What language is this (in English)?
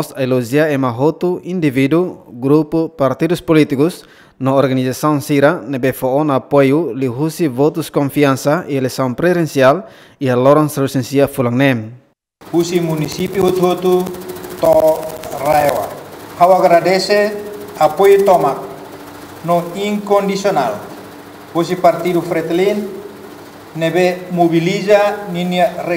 Tetum